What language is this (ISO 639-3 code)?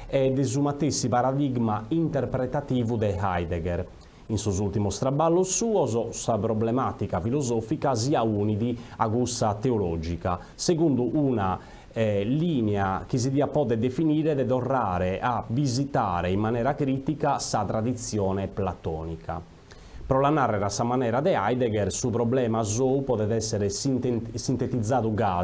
srd